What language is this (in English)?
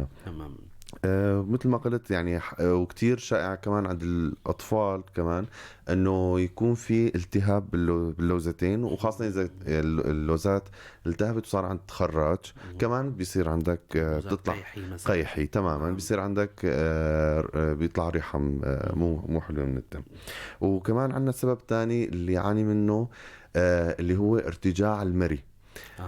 North Levantine Arabic